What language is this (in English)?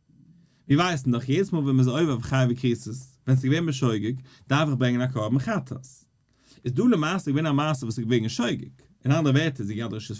Yiddish